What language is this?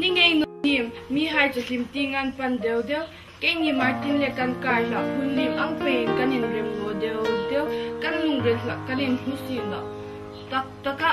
Hmar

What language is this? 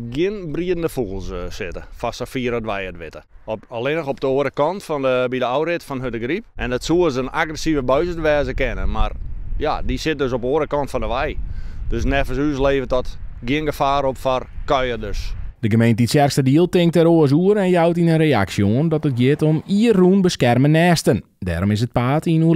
Western Frisian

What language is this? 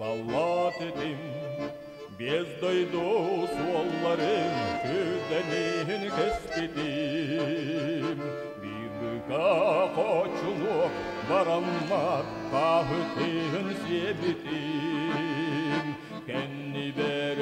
Yakut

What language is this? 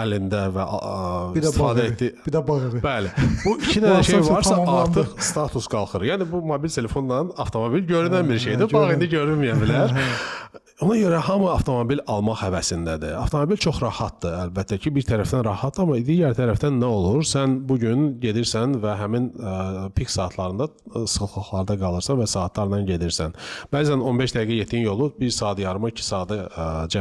Azerbaijani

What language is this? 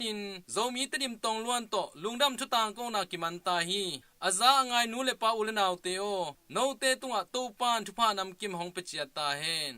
Tedim Chin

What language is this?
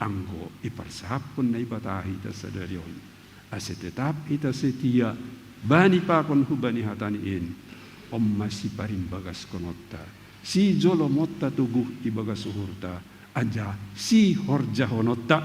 Batak Simalungun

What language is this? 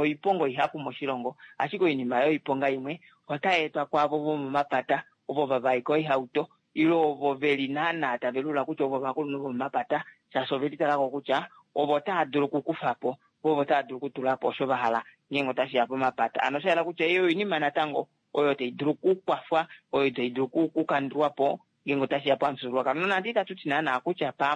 Kuanyama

